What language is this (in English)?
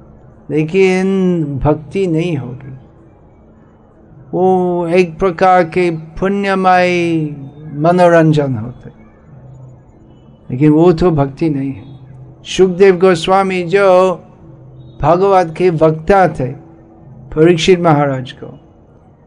Hindi